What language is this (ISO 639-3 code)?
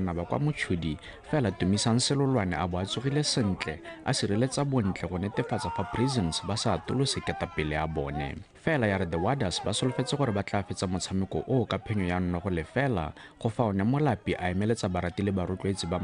tsn